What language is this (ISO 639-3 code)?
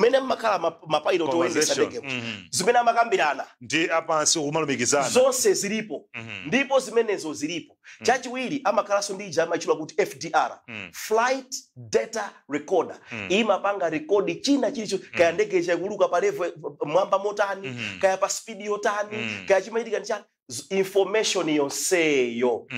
nya